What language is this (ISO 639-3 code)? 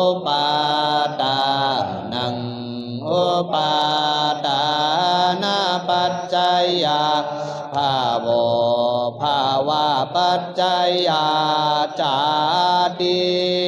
pli